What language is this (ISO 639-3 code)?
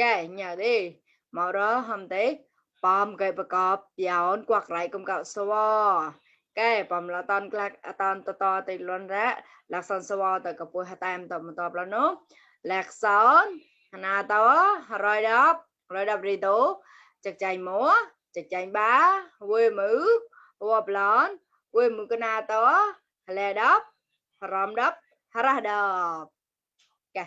mnw